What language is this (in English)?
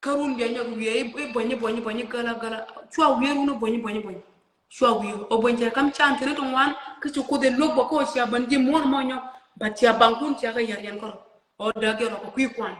Nuer